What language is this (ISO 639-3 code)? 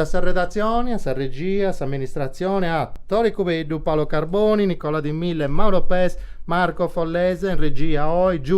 srd